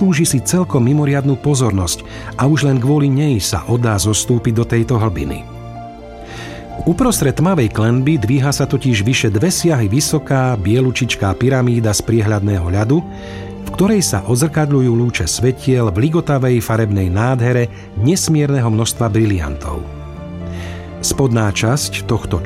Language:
Slovak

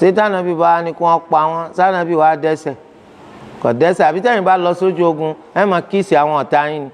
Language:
Yoruba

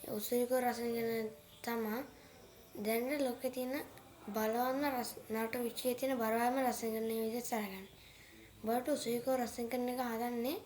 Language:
Sinhala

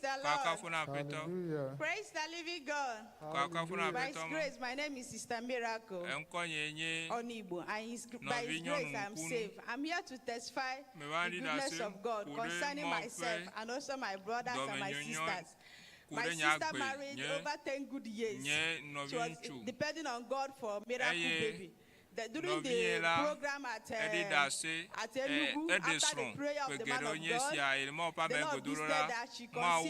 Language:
Ewe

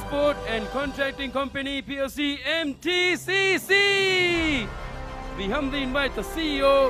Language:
Divehi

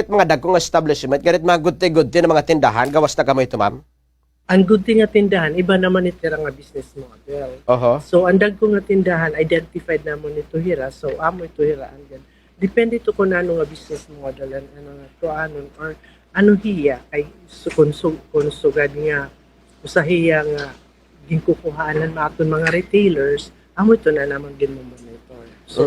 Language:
Waray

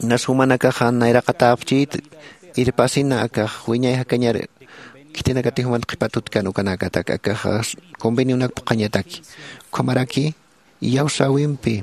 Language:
Aymara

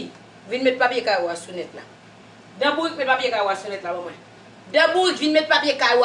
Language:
Haitian Creole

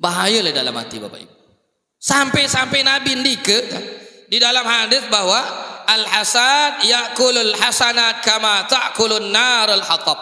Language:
Sasak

